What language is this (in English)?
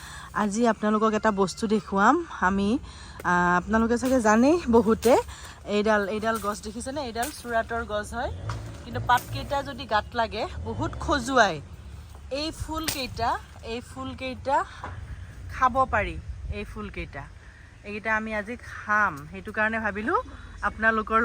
Assamese